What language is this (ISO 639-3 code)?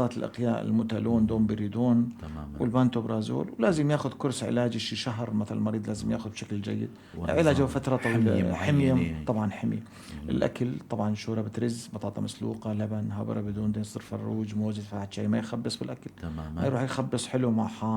apc